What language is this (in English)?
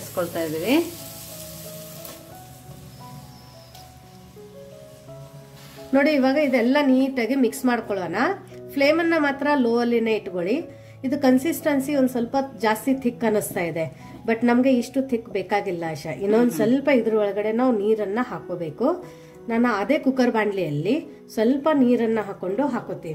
Kannada